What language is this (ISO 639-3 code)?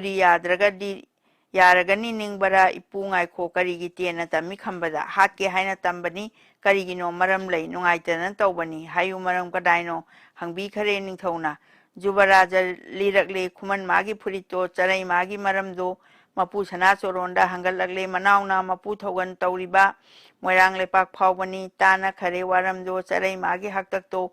mni